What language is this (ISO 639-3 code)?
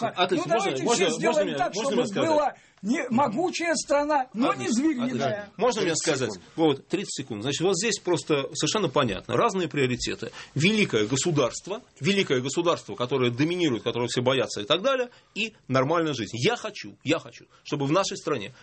rus